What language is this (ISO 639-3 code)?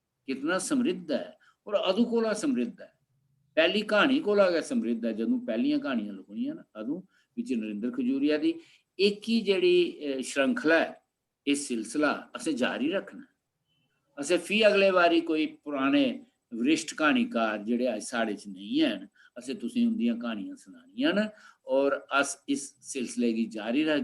doi